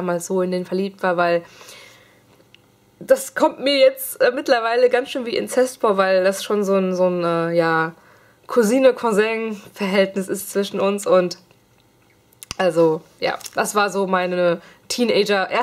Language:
German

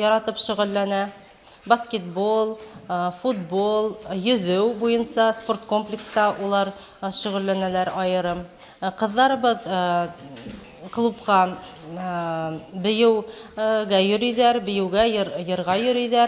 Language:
Bashkir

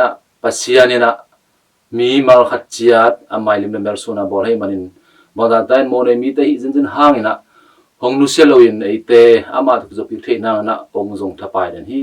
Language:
Tedim Chin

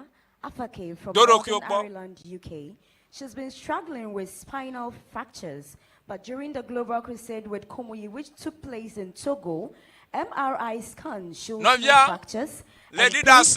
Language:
Ewe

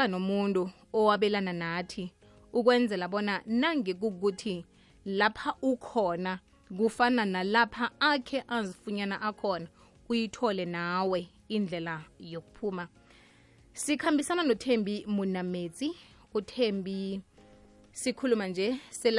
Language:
South Ndebele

